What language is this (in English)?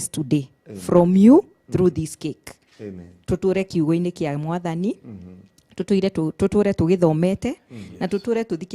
Kikuyu